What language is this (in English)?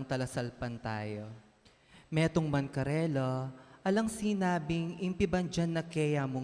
Pampanga